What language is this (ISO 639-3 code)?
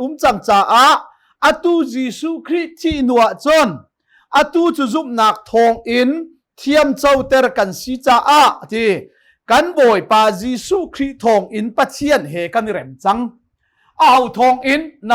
cnh